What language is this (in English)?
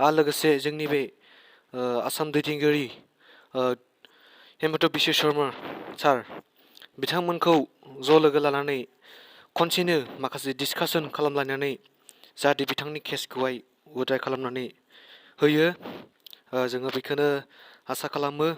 Bodo